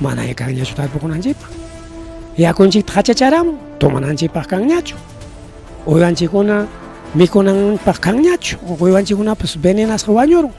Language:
Ayacucho Quechua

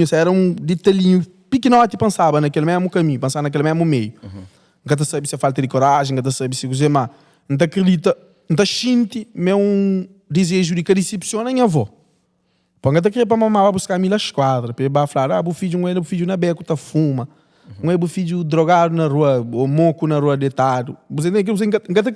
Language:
Kabuverdianu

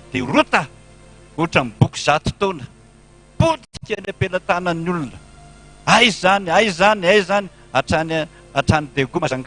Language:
Malagasy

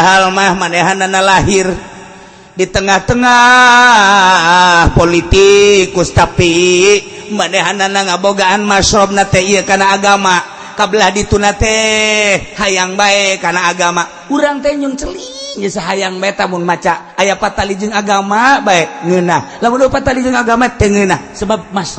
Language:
Sundanese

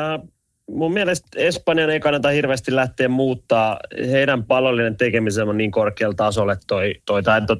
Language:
Finnish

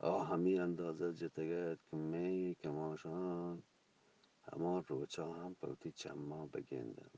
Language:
Eastern Balochi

